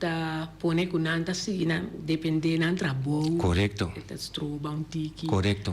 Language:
Papiamento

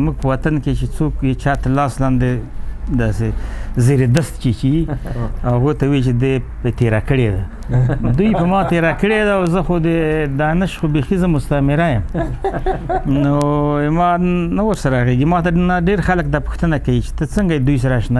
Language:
Pashto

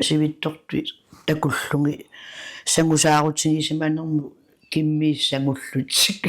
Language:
Kalaallisut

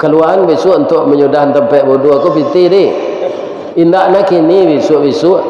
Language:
Minangkabau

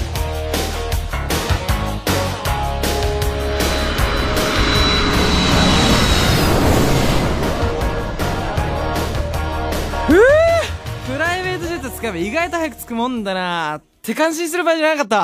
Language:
Japanese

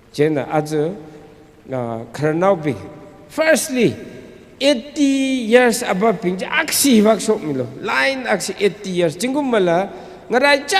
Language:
Tangkhul Naga (India)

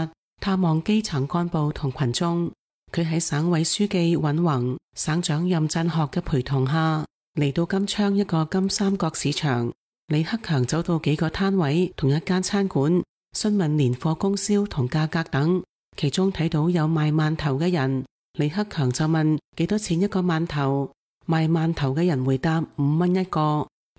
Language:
Cantonese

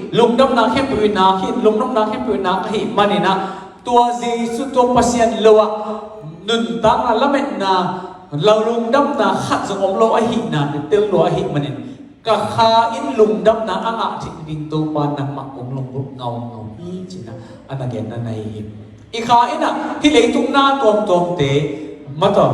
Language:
Tedim Chin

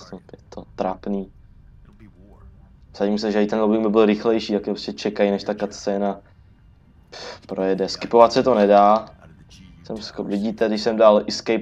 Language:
Czech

